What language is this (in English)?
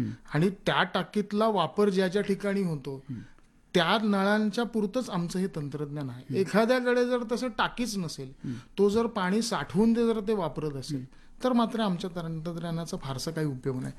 Marathi